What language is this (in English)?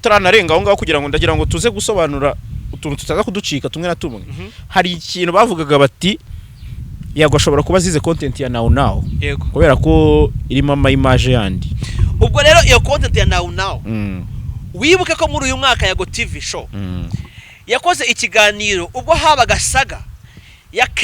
Kinyarwanda